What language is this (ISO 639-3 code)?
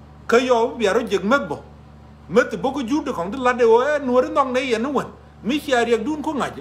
nus